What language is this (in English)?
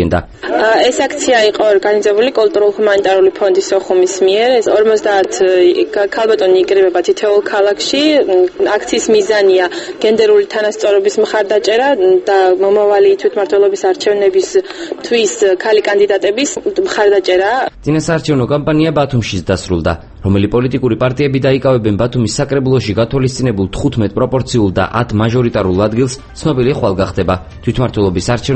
Georgian